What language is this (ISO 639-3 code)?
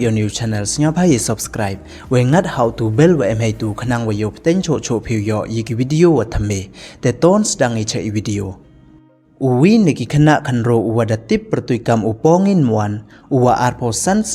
pbv